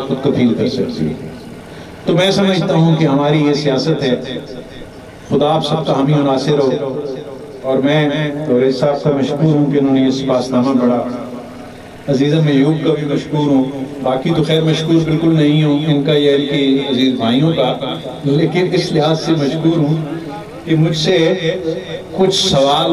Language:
Urdu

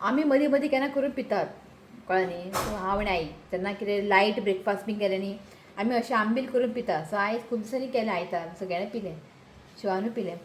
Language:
Konkani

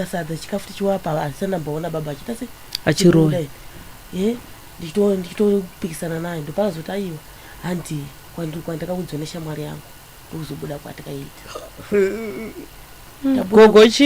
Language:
Shona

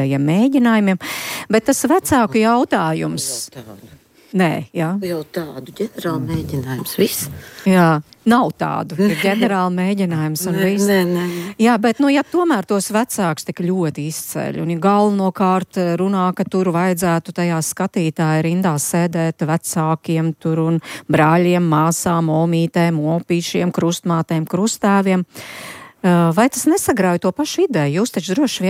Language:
Latvian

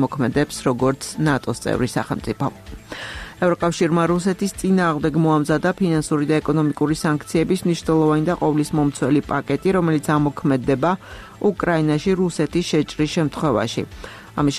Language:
Georgian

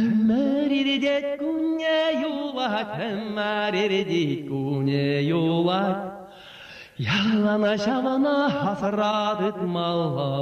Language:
Chuvash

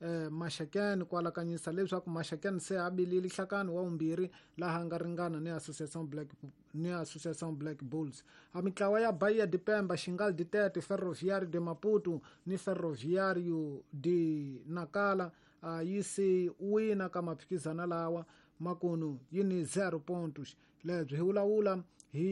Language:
Tsonga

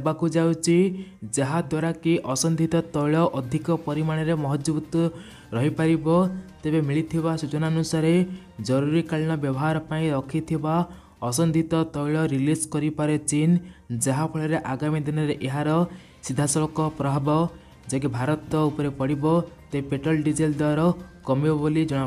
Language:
Odia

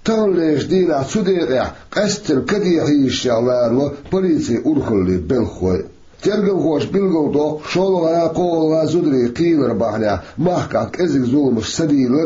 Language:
Chechen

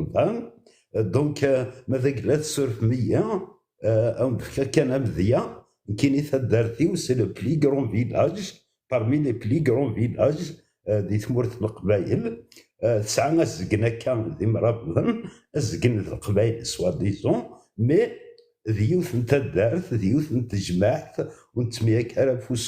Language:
Kabyle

